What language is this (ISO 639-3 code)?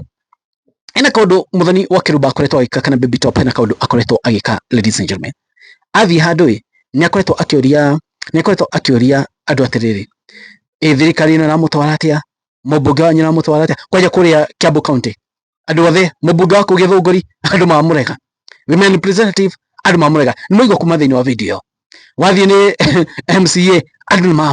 kik